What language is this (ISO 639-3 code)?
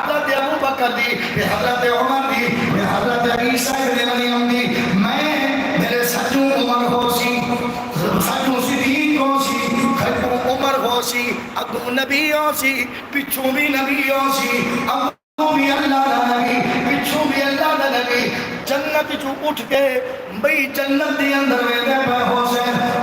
skr